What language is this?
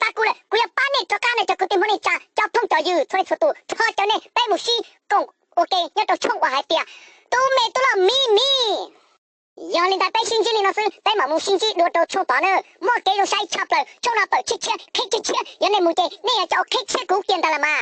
Hmong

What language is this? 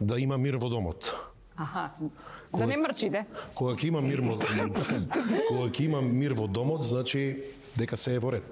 Macedonian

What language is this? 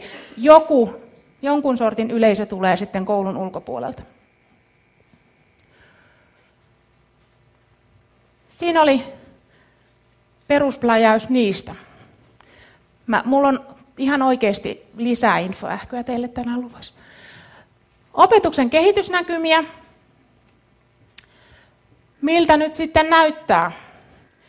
Finnish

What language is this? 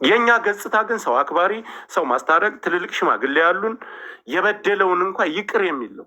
Amharic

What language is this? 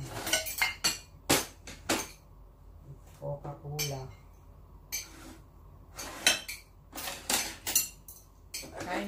Filipino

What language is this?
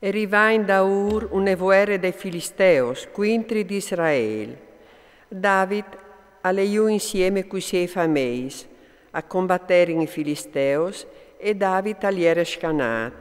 Friulian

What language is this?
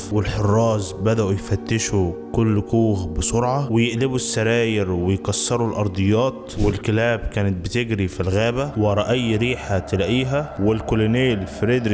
Egyptian Arabic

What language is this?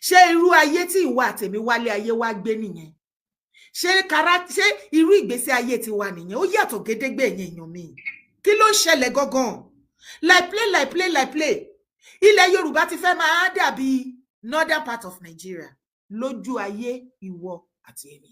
Yoruba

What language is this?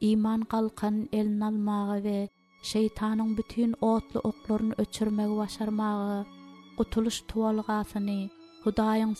Turkmen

